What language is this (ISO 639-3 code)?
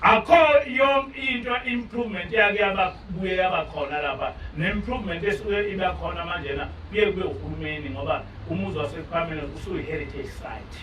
zul